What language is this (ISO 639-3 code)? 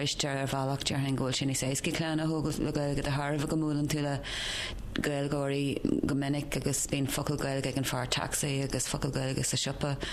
gle